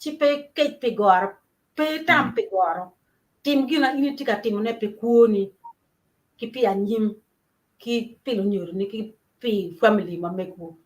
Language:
Acoli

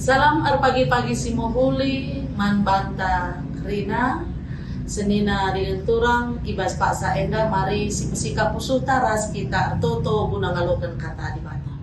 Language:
Batak Karo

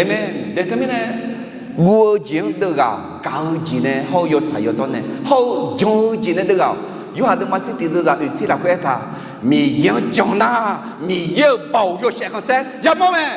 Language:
Akha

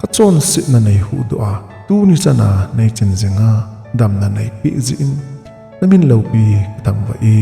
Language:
Thado Chin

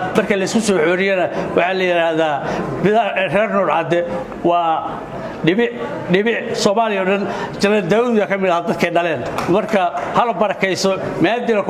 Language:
Somali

